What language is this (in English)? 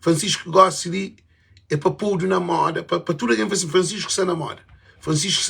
Kabuverdianu